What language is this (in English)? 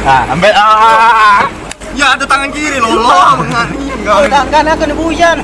Musi